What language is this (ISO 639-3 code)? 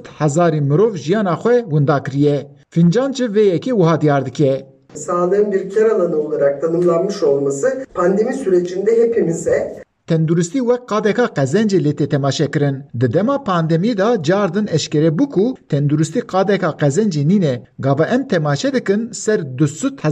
kur